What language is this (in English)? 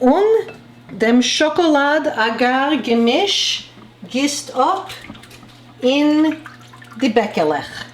Yiddish